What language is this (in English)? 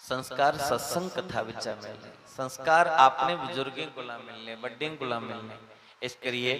Dogri